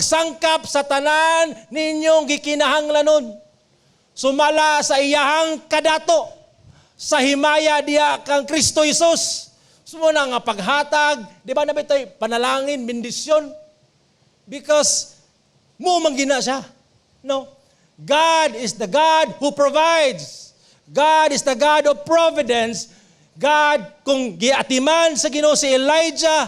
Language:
Cebuano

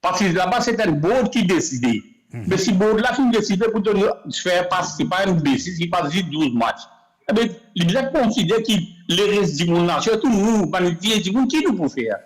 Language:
Morisyen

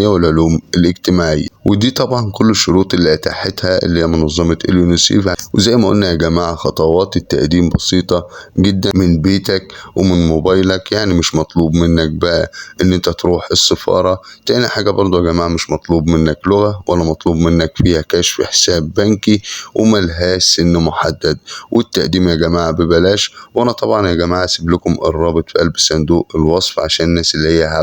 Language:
Egyptian Arabic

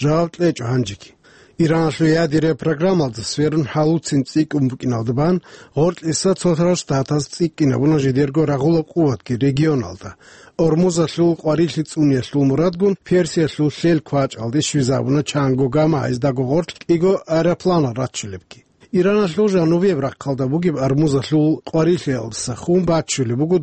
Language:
Avaric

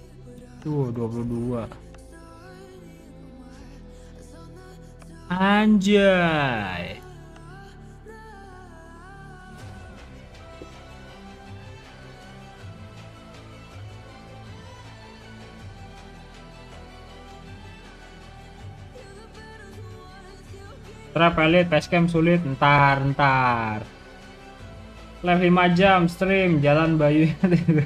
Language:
Indonesian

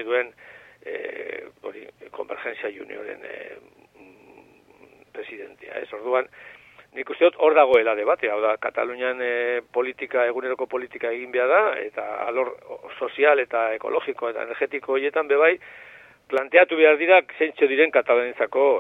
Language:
Basque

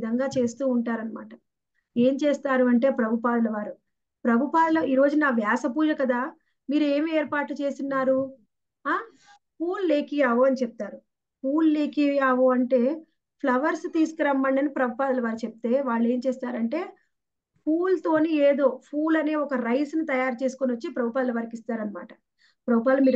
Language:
Telugu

